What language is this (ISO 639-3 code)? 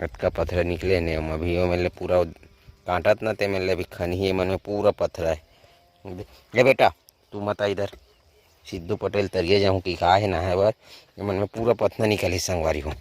hne